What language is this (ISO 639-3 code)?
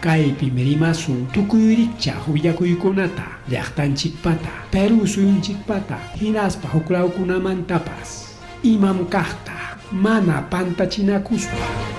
quy